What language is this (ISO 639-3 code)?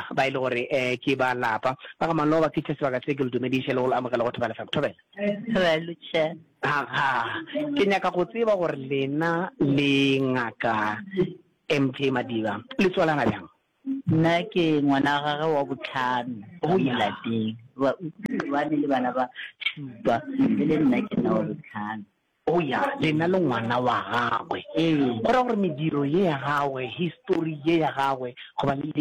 nso